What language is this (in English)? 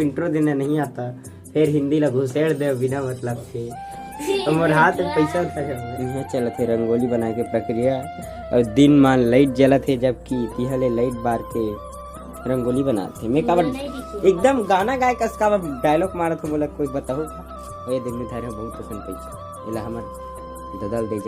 Chhattisgarhi